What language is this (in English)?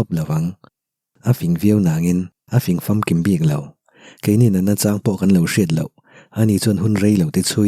Mizo